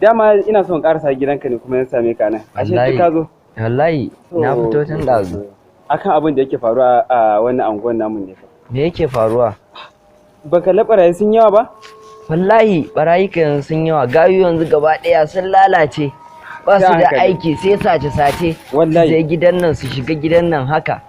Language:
Hausa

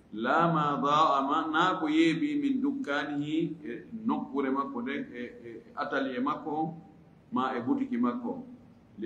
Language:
Fula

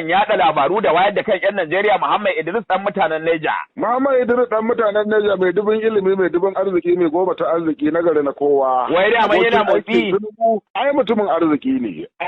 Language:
Hausa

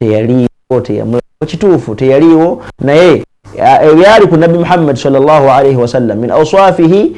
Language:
Ganda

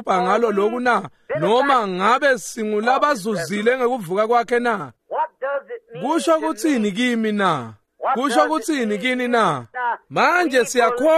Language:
Swati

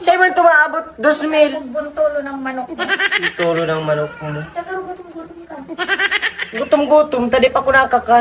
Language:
Bikol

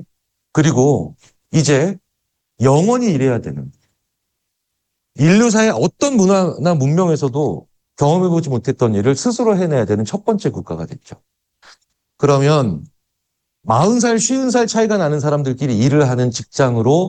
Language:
Korean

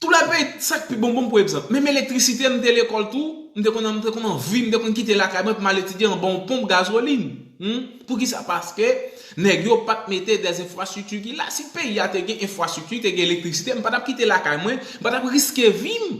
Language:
Haitian Creole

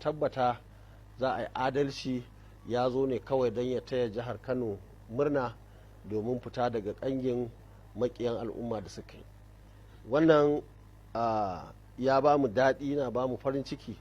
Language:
Hausa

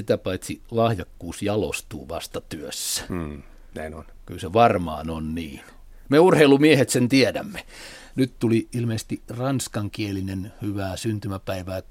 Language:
Finnish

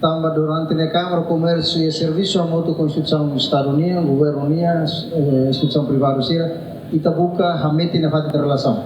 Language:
Tetum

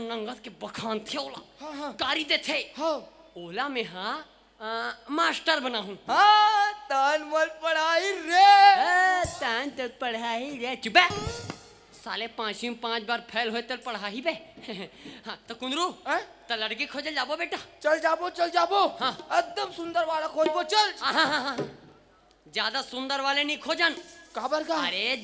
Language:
Chhattisgarhi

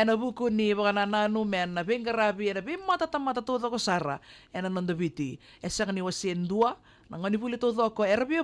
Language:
Fijian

